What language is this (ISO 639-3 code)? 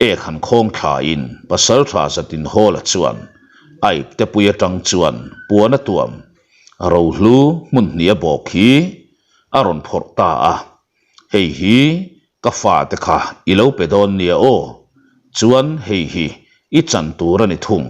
lus